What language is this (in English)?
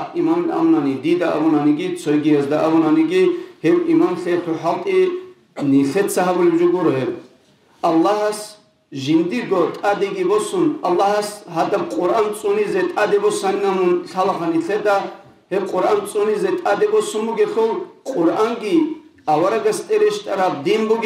Avaric